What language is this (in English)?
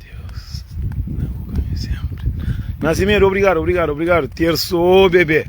Kabuverdianu